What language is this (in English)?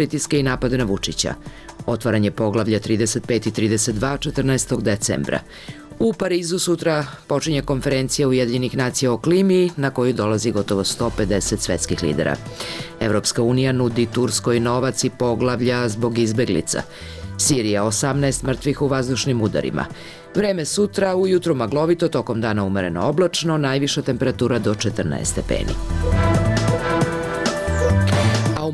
Serbian